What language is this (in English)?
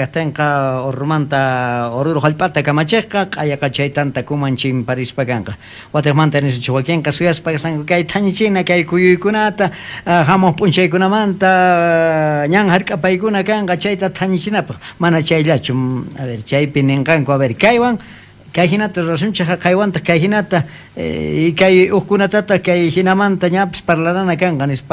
South Bolivian Quechua